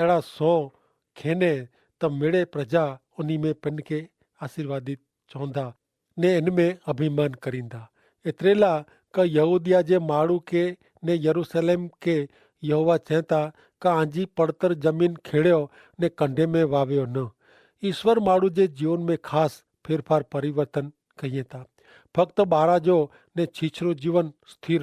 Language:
Kachhi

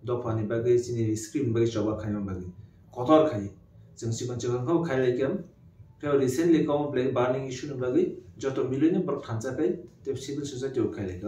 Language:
Kok Borok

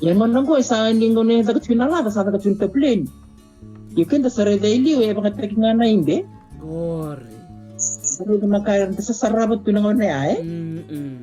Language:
Fijian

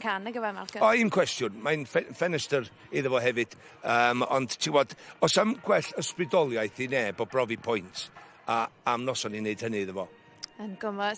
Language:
Welsh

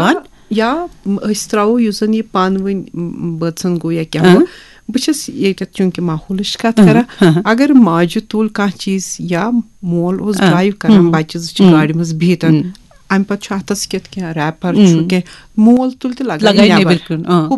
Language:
Kashmiri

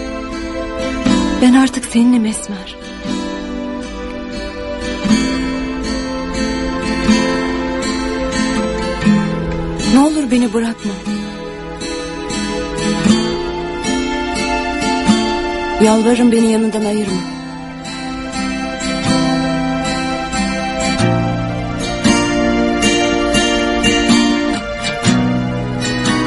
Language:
Turkish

